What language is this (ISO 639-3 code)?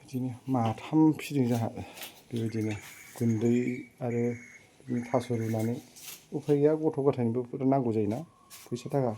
brx